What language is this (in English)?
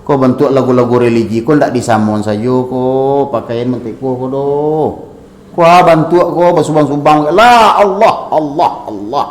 Minangkabau